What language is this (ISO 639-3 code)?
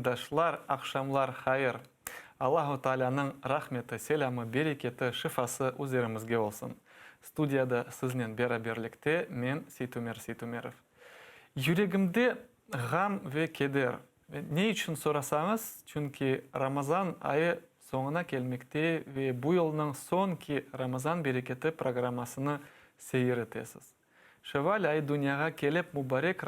crh